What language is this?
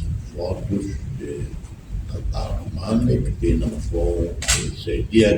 Tetum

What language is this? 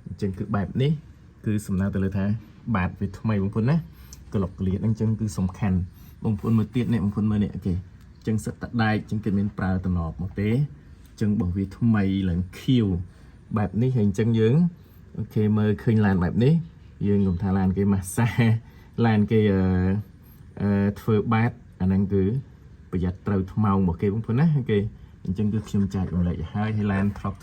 Khmer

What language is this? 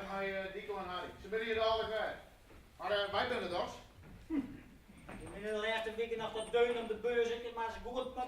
Western Frisian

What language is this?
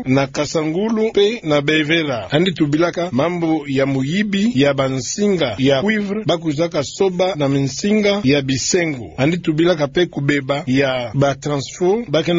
Kituba (Democratic Republic of Congo)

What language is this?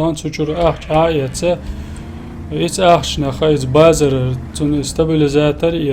Chechen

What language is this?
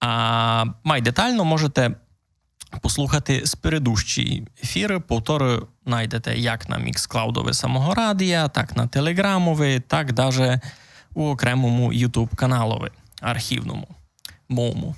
Rusyn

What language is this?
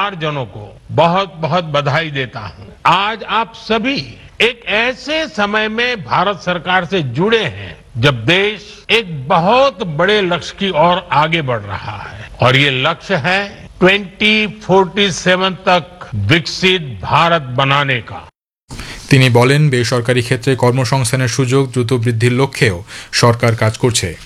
Bangla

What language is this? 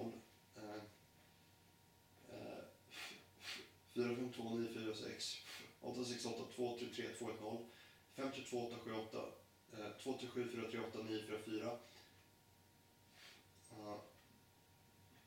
Swedish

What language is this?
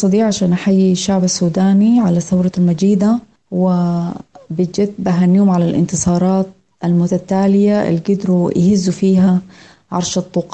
Sudanese Arabic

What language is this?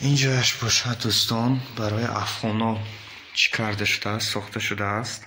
Tajik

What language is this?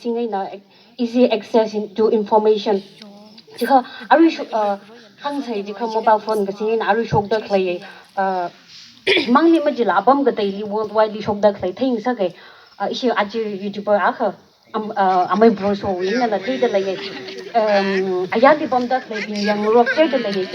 Tangkhul Naga (India)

